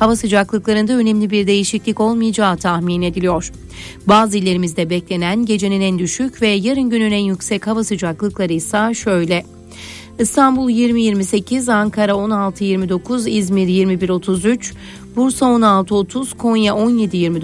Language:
Turkish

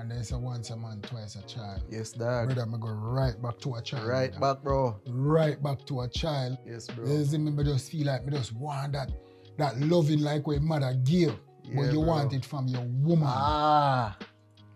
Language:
Jamaican Creole English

